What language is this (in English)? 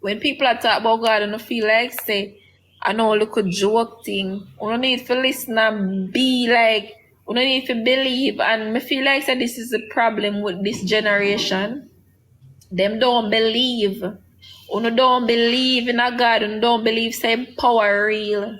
Jamaican Creole English